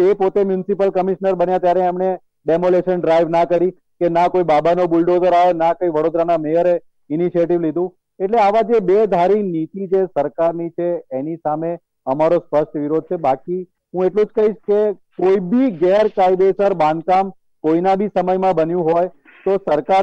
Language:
Gujarati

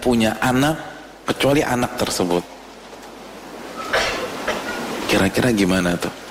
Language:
Indonesian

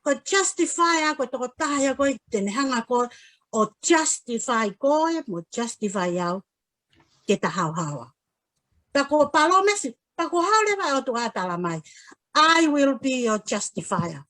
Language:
Tongan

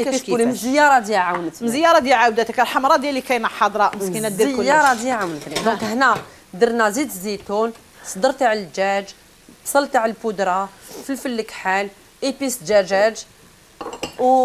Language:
Algerian Arabic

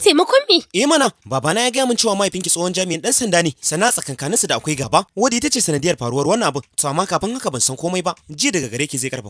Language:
Hausa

